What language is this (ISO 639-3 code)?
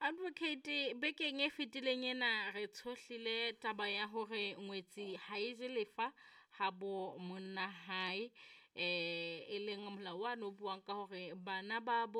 sot